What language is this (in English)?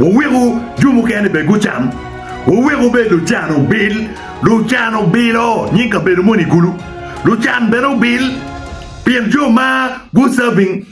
Acoli